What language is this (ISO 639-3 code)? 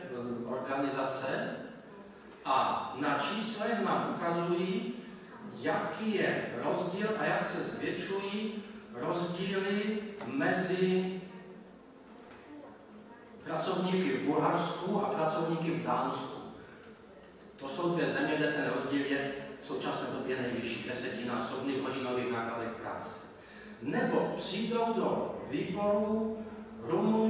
ces